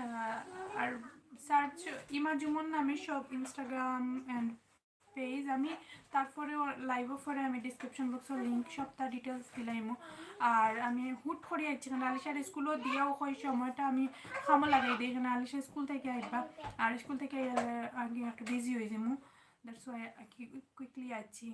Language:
Sylheti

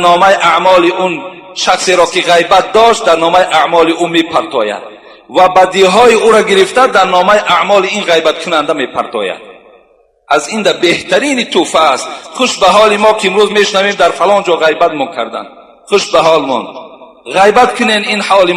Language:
Tajik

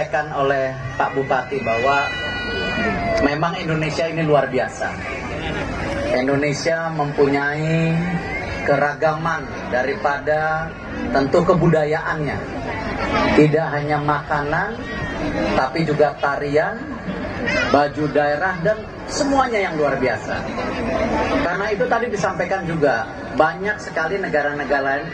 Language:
Indonesian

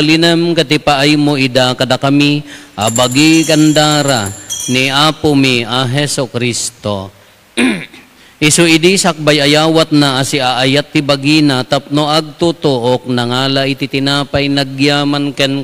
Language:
Iloko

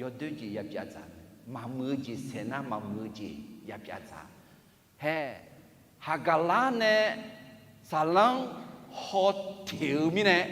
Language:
Akha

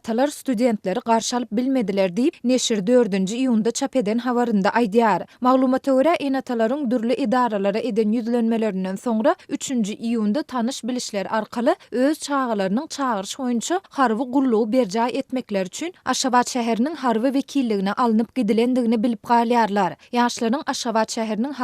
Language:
Turkmen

